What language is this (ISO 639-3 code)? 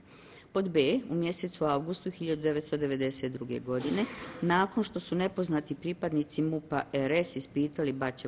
bos